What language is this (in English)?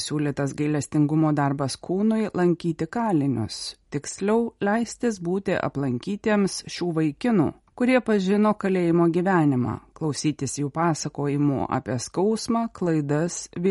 Lithuanian